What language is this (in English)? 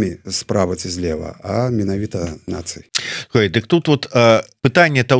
Belarusian